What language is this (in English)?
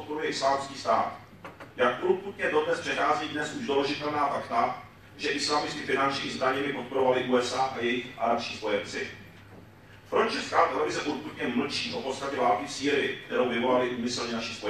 Czech